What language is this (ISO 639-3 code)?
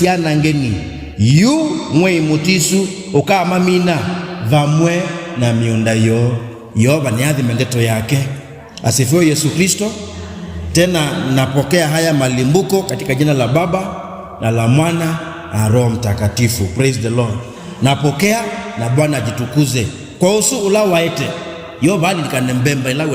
kam